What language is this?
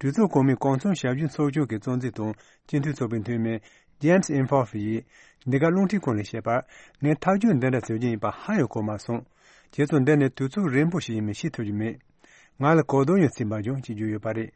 Tibetan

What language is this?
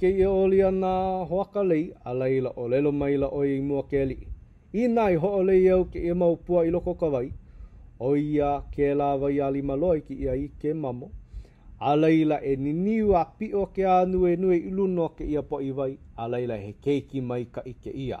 Hawaiian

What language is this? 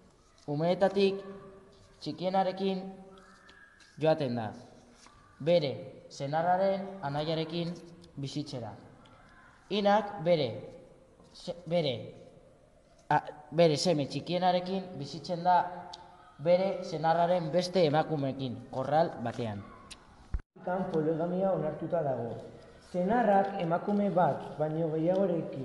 Basque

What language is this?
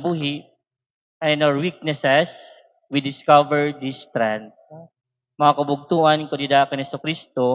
Waray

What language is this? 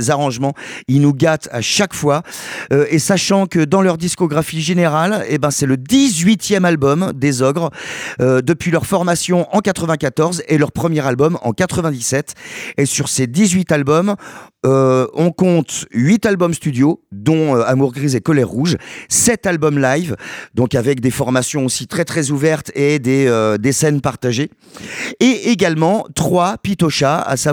French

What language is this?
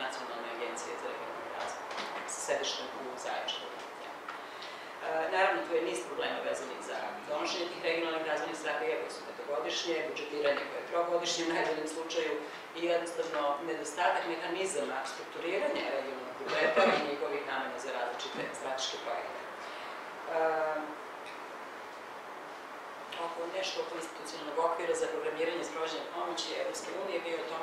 Serbian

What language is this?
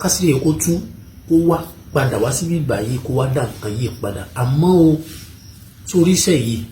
Yoruba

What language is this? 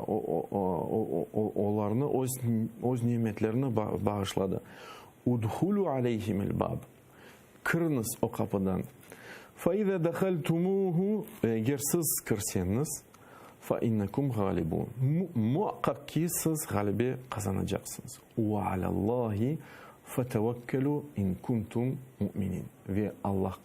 Crimean Tatar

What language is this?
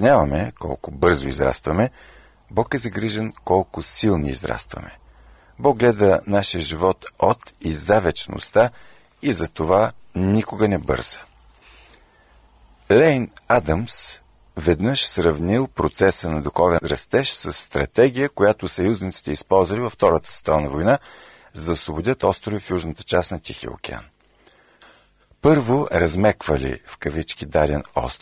Bulgarian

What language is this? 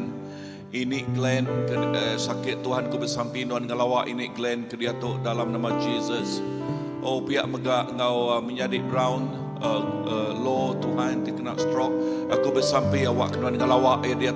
Iban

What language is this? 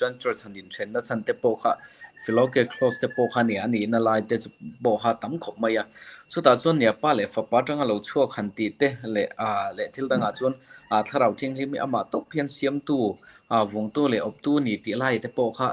Mizo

